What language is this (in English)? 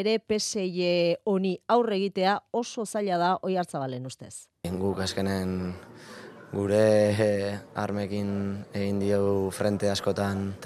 Basque